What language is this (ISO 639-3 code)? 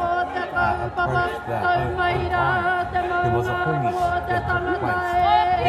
mri